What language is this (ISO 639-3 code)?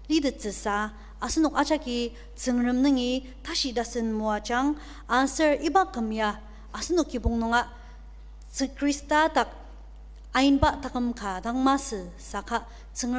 njo